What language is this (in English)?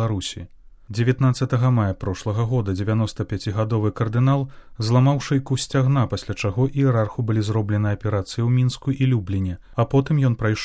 Belarusian